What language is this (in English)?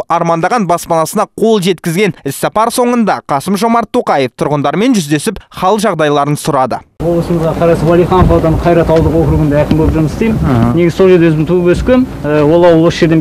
Kazakh